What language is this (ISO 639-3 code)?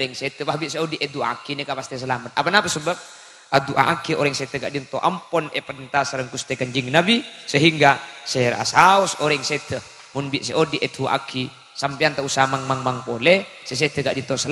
mad